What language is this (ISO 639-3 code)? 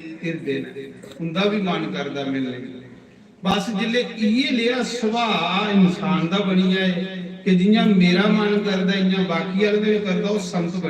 doi